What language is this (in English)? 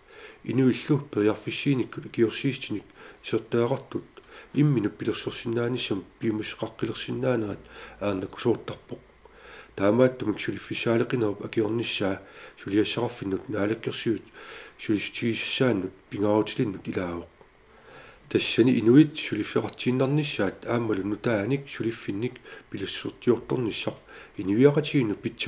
Kalaallisut